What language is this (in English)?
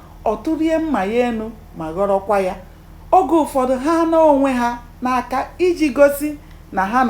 Igbo